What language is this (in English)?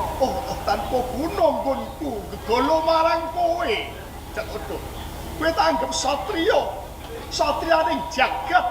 Javanese